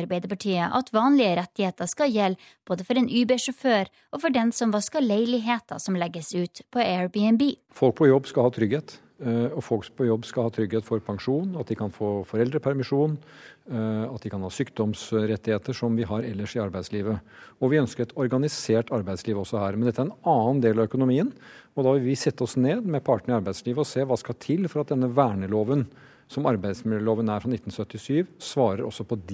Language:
Norwegian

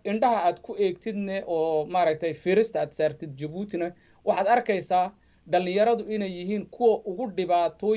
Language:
Somali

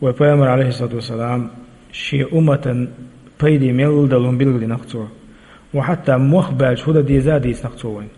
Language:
Chechen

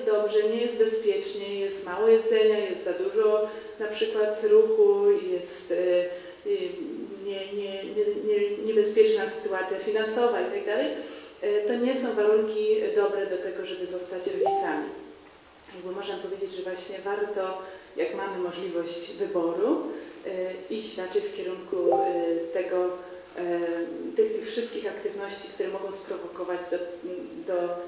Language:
Polish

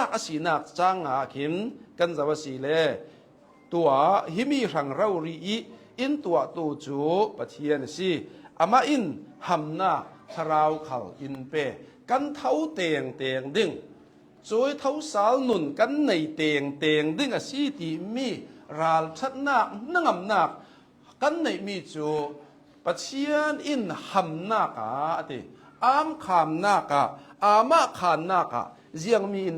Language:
Hakha Chin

